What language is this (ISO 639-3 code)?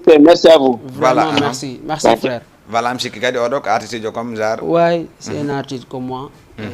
ful